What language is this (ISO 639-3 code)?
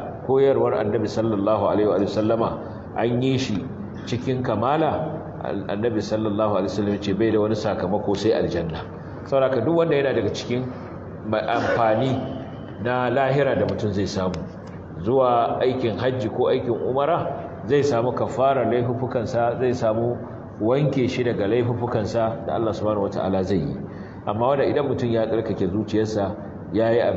hau